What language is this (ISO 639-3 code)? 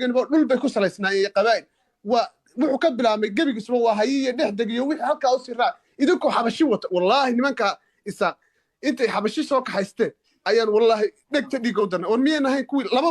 som